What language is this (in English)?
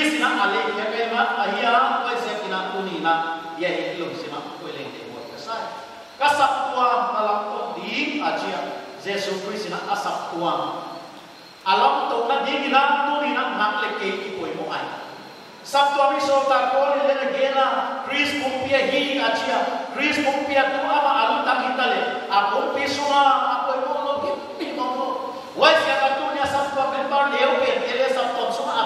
Paite Chin